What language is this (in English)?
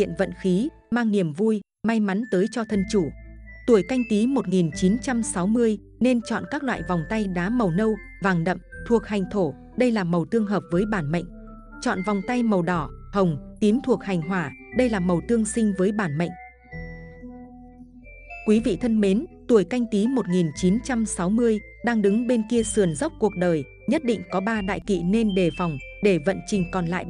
Vietnamese